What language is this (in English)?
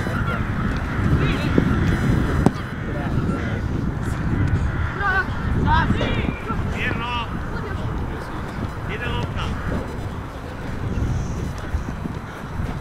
Croatian